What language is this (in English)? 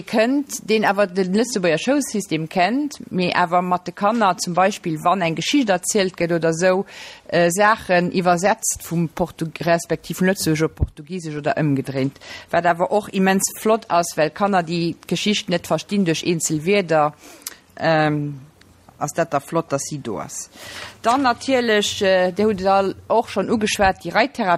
Luxembourgish